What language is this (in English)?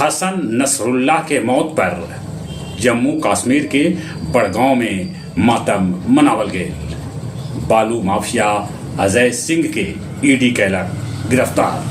Magahi